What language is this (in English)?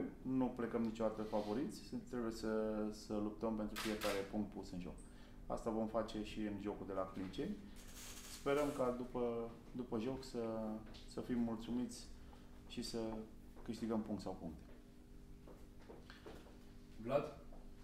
Romanian